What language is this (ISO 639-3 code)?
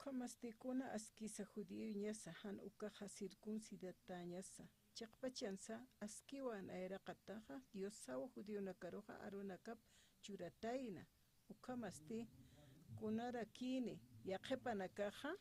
aym